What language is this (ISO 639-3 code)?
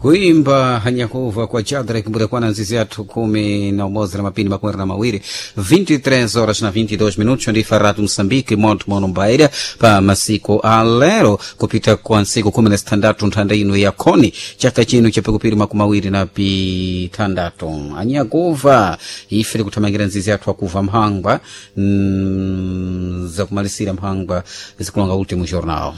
seh